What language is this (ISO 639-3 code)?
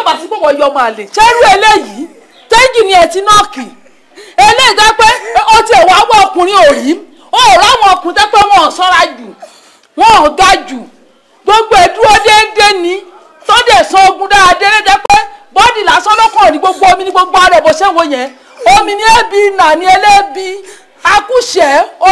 yor